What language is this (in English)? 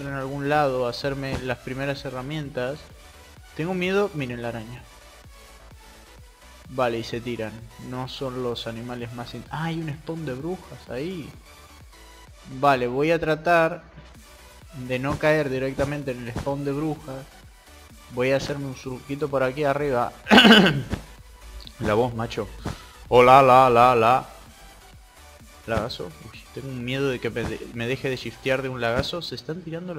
Spanish